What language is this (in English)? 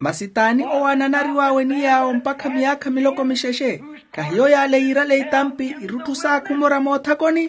Makhuwa